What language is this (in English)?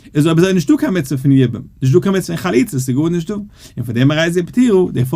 Yiddish